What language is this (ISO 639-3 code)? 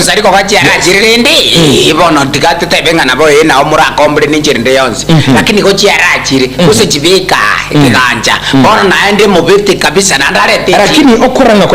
guz